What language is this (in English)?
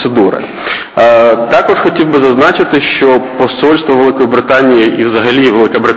Ukrainian